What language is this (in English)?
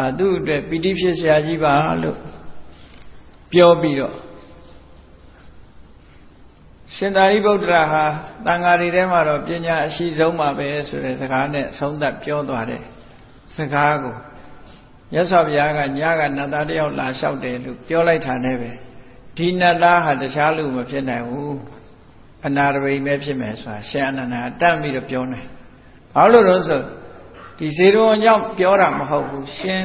Burmese